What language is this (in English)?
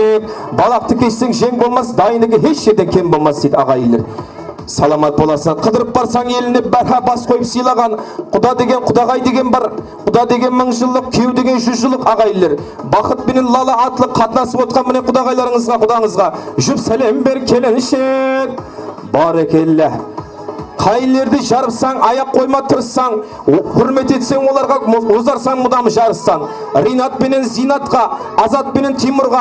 Kara-Kalpak